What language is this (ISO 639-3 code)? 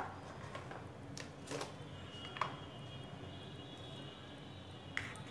mar